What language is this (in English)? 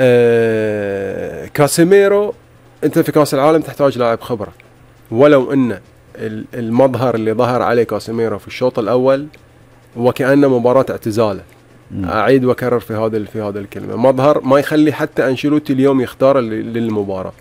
Gulf Arabic